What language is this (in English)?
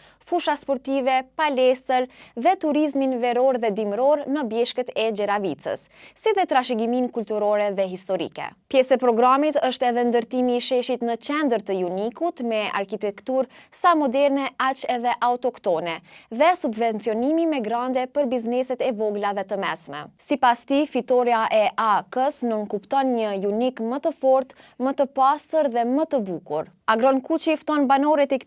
Albanian